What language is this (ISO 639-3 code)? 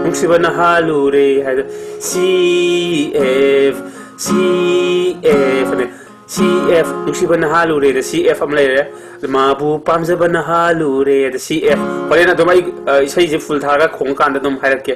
mni